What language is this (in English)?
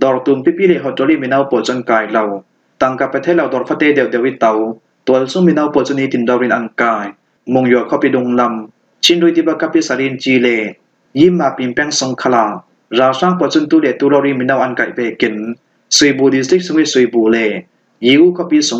Falam Chin